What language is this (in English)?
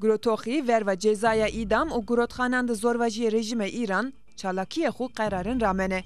Zaza